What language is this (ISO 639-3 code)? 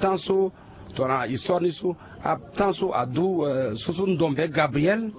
sag